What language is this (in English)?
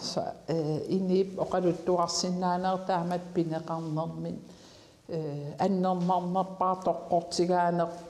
Kalaallisut